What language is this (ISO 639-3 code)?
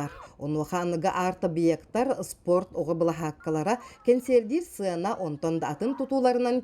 sah